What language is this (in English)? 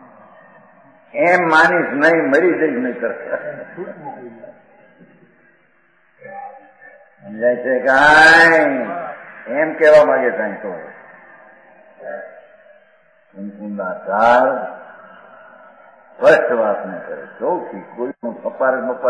Gujarati